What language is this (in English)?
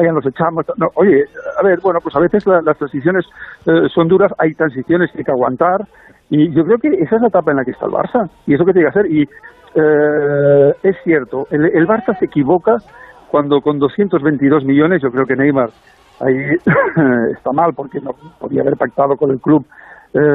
Spanish